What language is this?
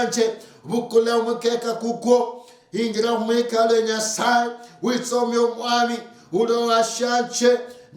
Luyia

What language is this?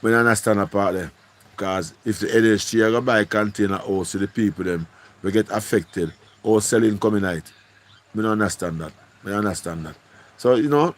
Jamaican Creole English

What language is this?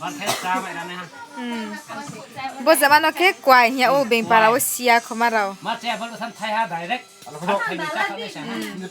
Riang (India)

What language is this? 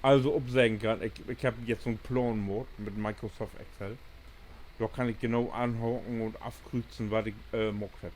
Low German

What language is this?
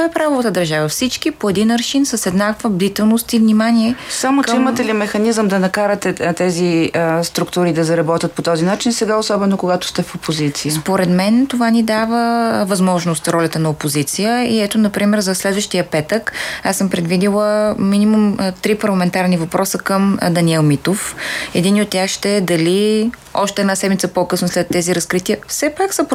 Bulgarian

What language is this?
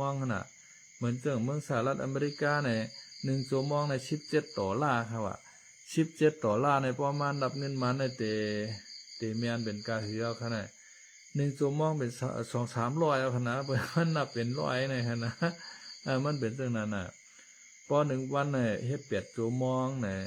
Shan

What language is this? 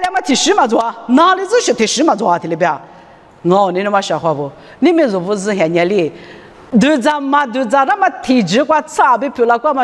Lisu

